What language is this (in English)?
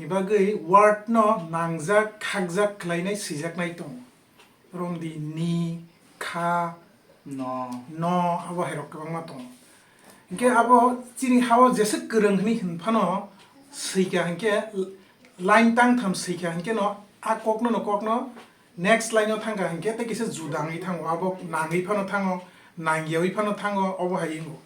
Kok Borok